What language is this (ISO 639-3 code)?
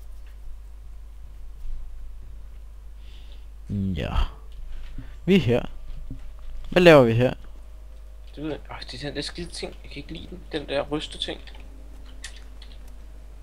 dan